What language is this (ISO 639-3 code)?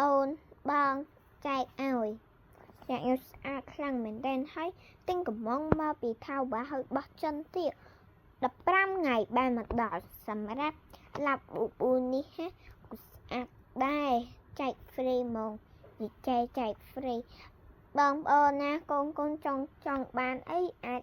khm